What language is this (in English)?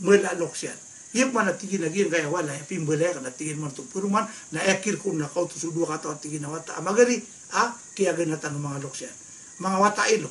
Maranao